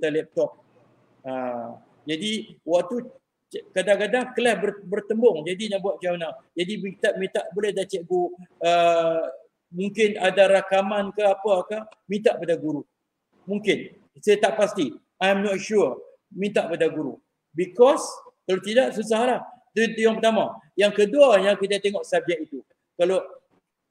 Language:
Malay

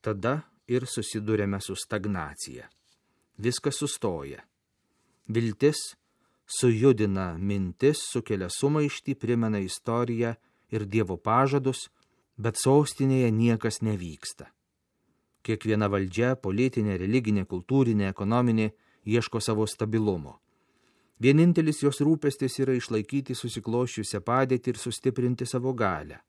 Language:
Lithuanian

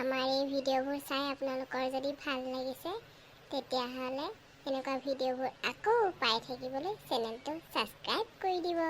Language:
Assamese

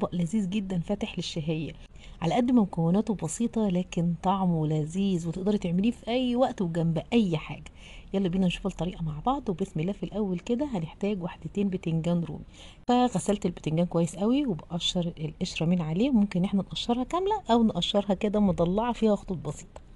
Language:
Egyptian Arabic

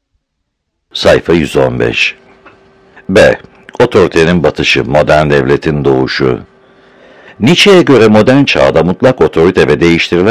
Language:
Turkish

